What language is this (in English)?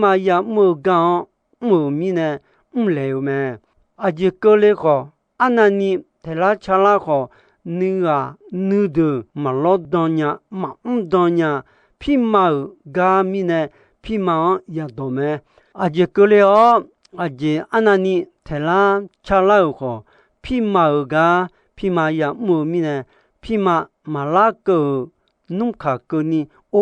Akha